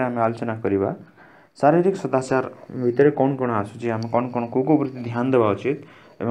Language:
Odia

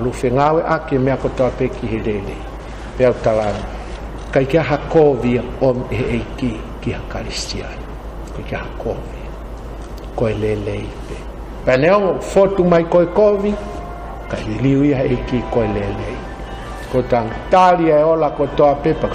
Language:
Tongan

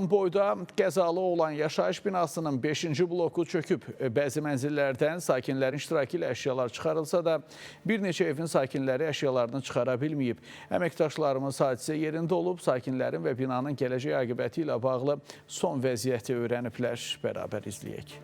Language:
Azerbaijani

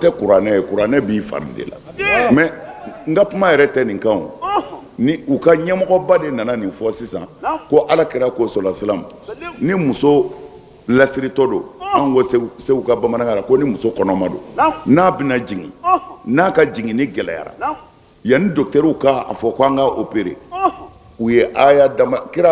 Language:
Bambara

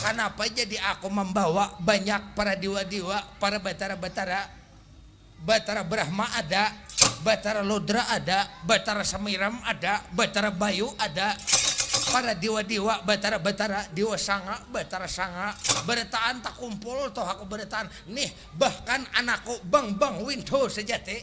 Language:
Banjar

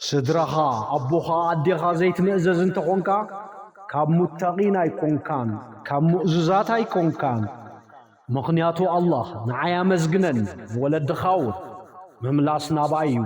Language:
Tigrinya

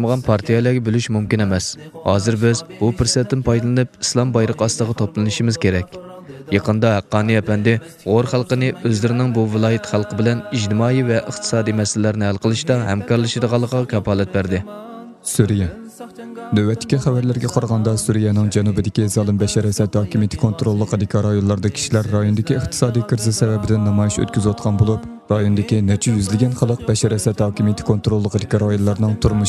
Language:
Uyghur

